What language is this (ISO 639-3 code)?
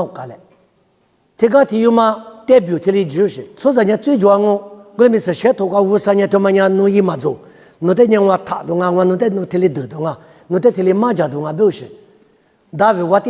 lis